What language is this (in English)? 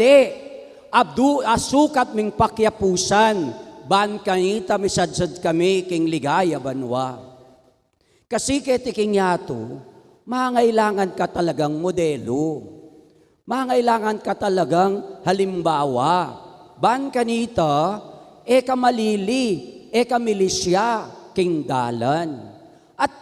Pampanga